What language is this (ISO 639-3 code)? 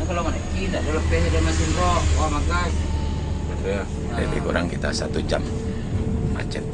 min